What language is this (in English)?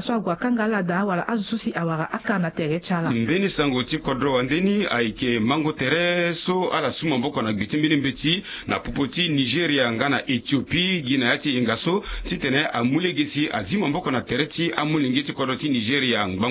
Sango